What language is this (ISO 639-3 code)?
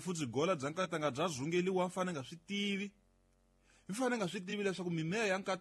tso